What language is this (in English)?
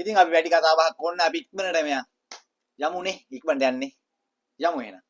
Sinhala